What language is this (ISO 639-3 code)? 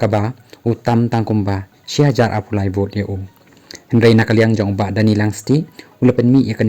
kha